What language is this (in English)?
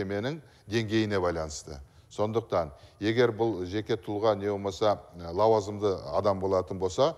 Kazakh